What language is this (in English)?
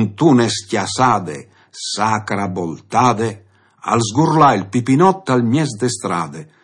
Friulian